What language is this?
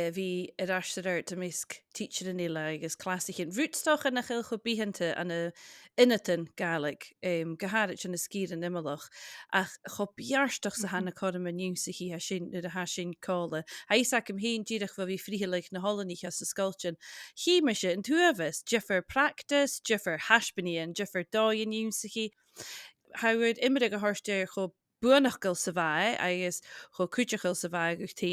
Scottish Gaelic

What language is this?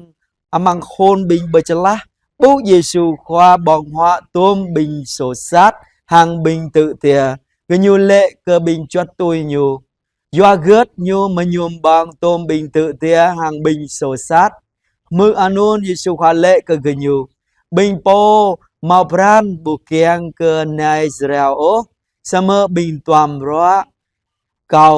Jarai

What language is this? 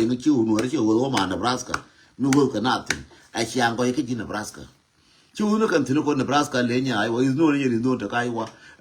Nuer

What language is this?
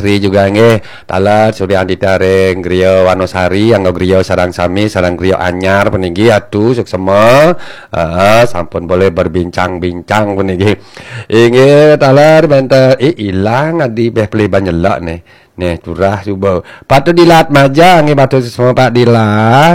Balinese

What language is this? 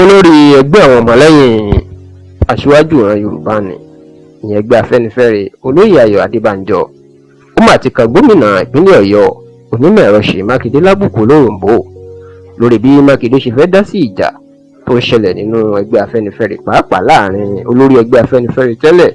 Yoruba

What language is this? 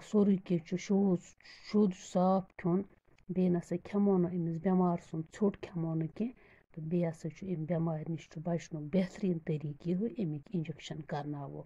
Kashmiri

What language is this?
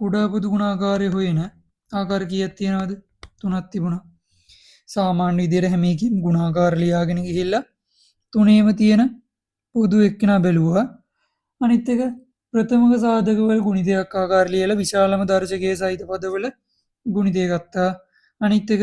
Sinhala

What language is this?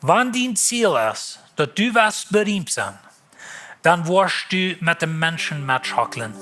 Plautdietsch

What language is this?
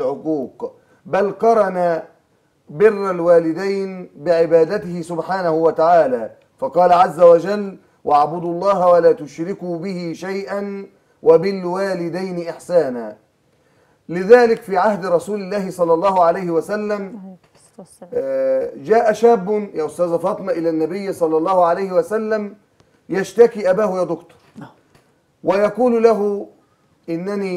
Egyptian Arabic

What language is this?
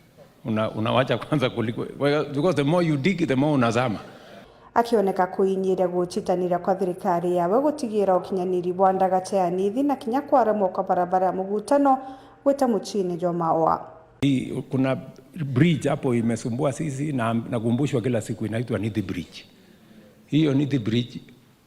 Meru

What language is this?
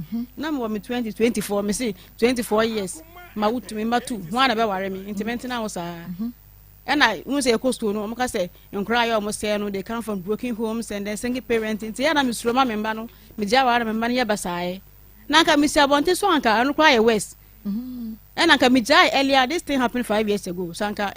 Akan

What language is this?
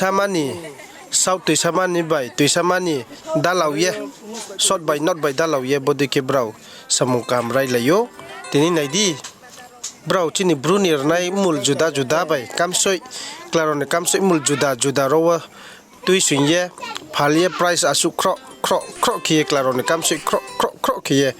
Riang (India)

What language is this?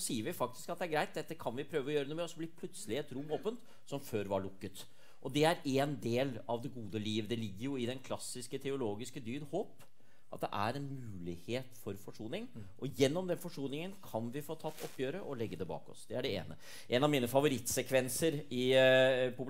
Norwegian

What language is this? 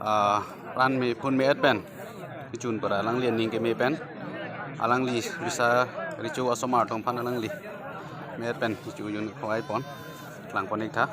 Karbi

